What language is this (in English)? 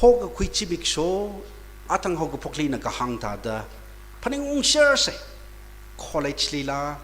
Tangkhul Naga (India)